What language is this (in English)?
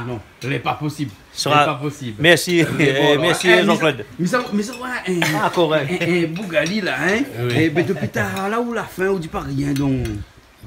Réunion Creole French